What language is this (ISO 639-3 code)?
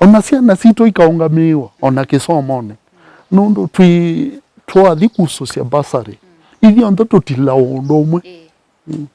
kam